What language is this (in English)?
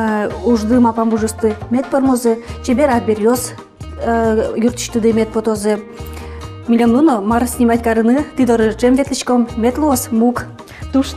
Udmurt